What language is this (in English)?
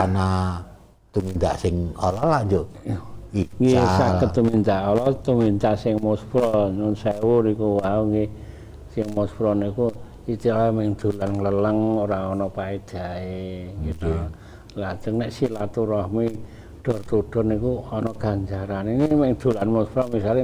Javanese